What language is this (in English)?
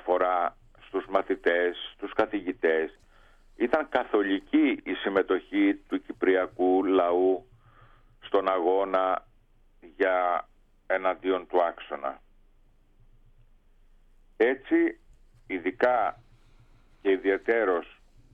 Greek